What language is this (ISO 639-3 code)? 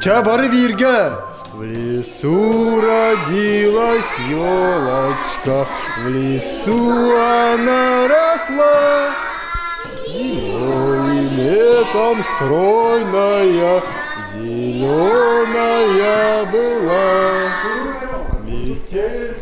sah